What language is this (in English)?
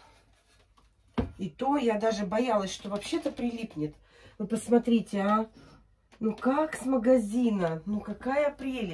Russian